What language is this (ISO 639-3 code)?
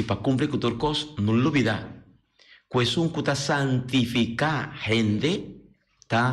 pap